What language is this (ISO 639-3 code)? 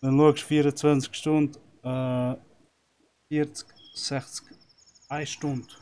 gsw